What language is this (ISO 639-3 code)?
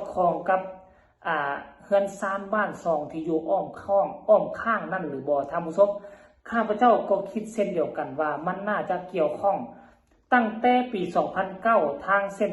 lao